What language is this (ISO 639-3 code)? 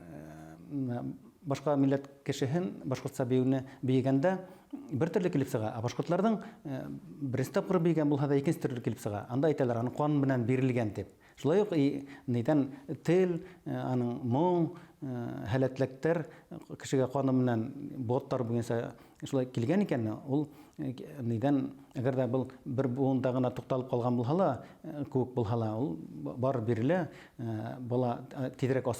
bak